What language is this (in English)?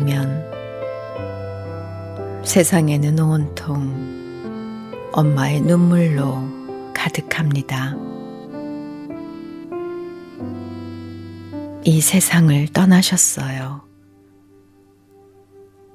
Korean